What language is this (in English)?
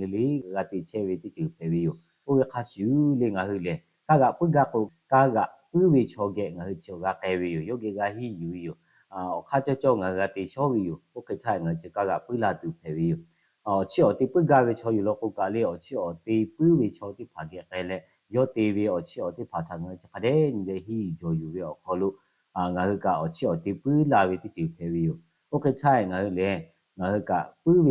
Lahu